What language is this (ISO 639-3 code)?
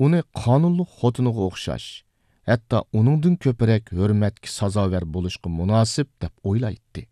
uig